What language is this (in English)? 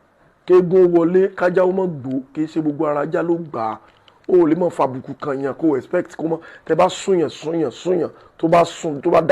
Yoruba